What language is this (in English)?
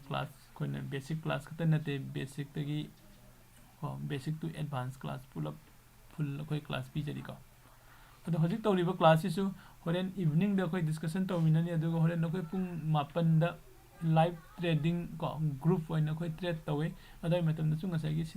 Manipuri